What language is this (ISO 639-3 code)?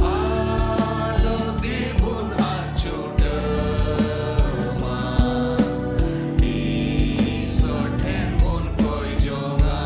sat